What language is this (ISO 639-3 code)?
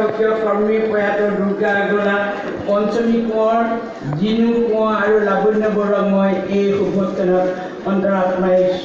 asm